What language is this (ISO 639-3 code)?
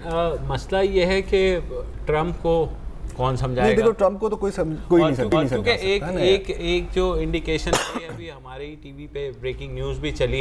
urd